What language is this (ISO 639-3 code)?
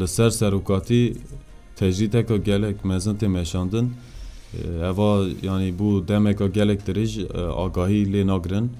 kur